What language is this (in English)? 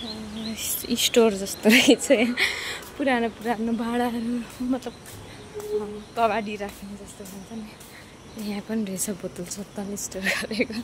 Nepali